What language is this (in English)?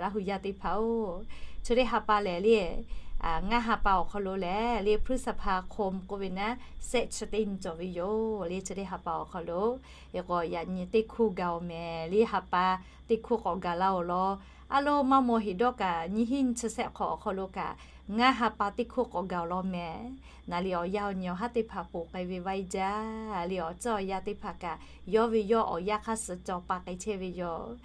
Lahu